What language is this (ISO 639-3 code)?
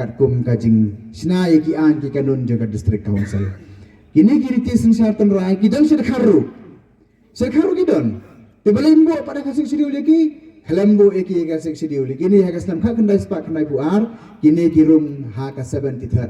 kha